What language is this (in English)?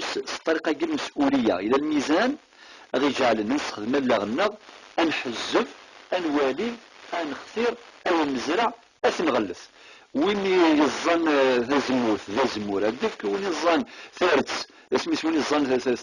Kabyle